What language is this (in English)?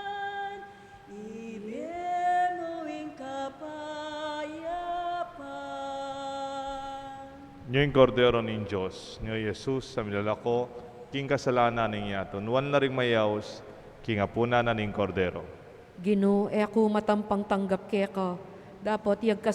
Pampanga